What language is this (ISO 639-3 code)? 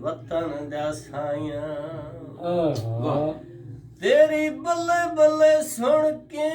skr